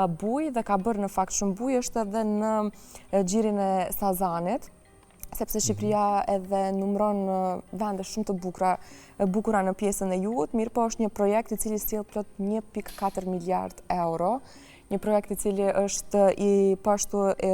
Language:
Albanian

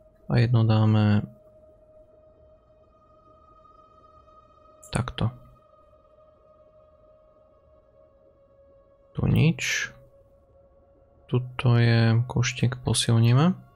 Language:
Slovak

